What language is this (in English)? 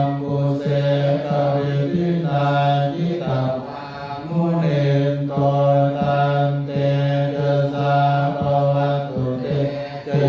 Pali